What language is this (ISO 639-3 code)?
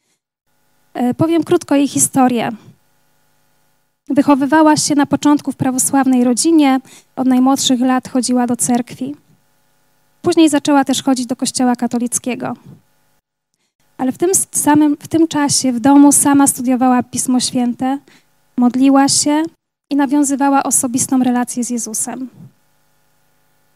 pol